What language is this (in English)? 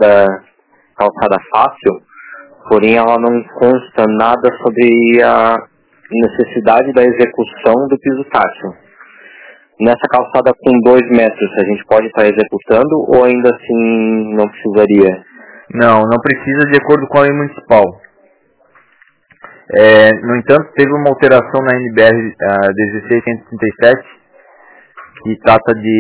Portuguese